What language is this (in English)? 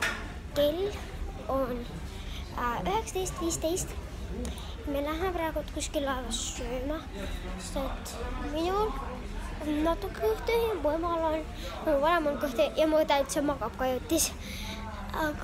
Estonian